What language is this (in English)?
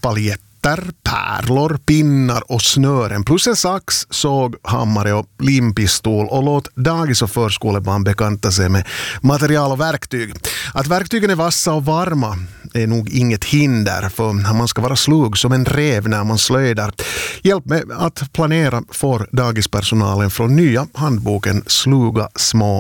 Swedish